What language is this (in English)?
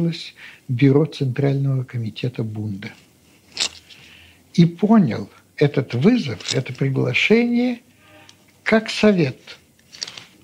Russian